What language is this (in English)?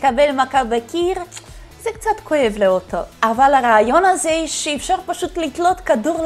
Hebrew